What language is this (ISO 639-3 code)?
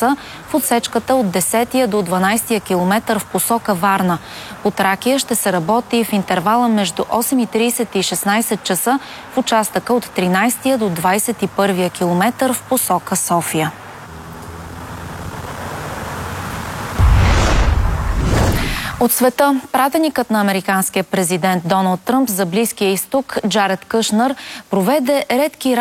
bul